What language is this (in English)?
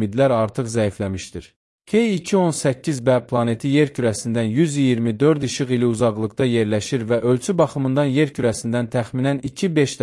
Azerbaijani